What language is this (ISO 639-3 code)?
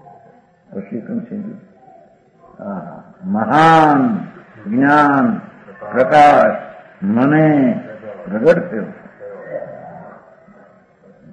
guj